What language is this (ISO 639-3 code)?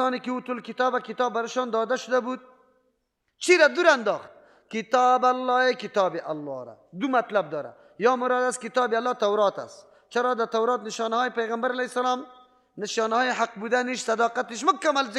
fas